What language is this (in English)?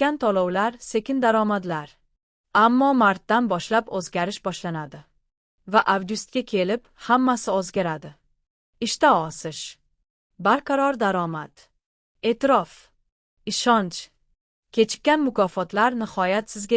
Uzbek